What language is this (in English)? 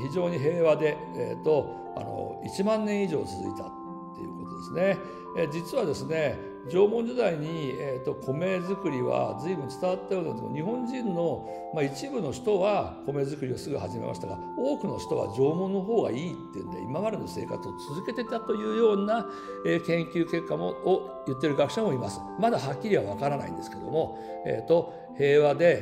Japanese